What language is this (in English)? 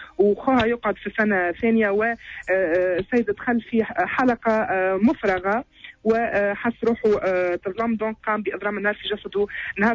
Tunisian Arabic